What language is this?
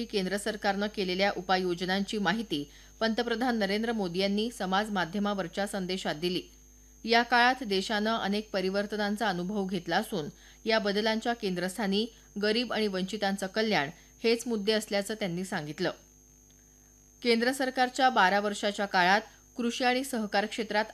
Marathi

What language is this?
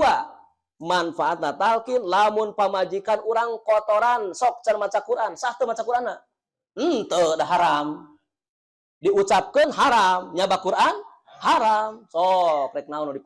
Sundanese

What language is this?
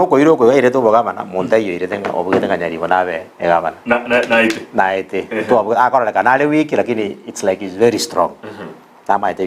Gusii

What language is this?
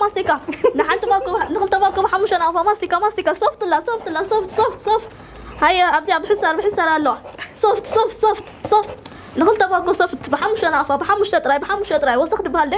Tigrinya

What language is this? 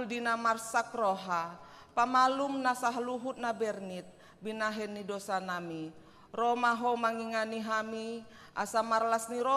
Batak Toba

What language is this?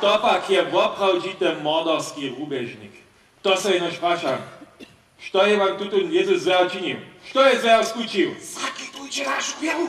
Upper Sorbian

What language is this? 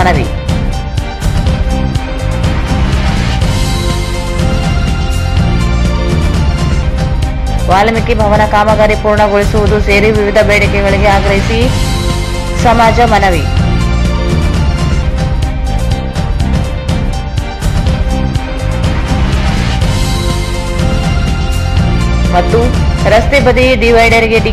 Kannada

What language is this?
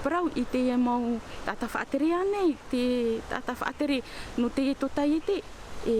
Tahitian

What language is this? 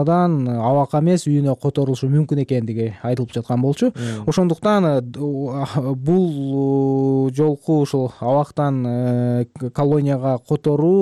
Kyrgyz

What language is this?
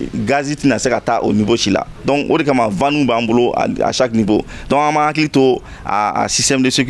Bambara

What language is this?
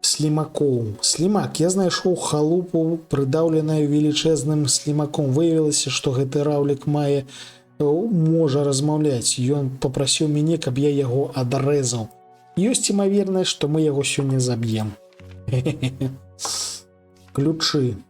Belarusian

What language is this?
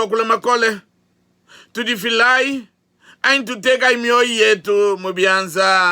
Luba-Lulua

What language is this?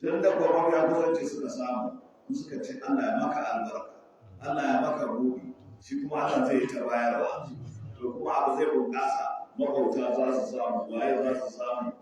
Hausa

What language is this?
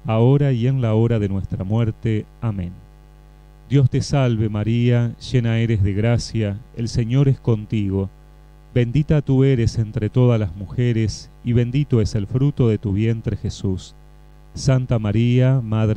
Spanish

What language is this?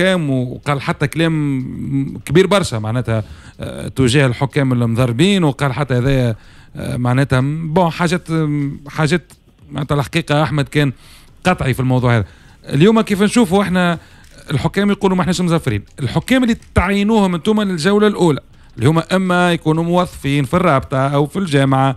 Tunisian Arabic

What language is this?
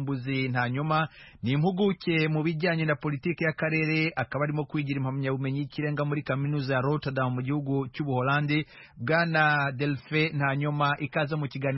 Kinyarwanda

